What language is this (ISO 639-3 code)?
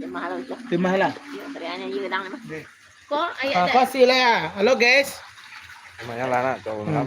min